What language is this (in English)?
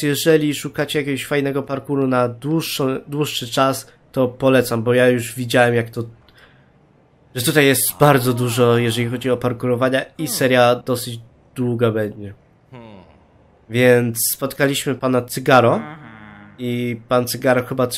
Polish